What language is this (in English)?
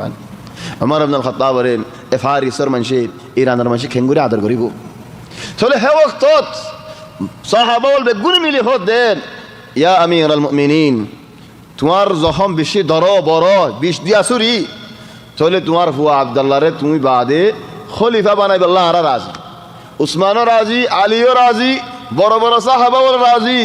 Rohingya